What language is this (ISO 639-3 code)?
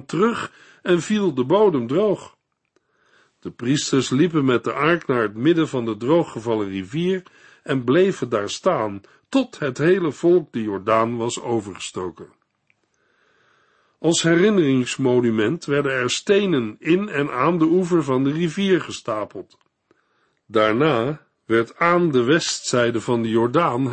nld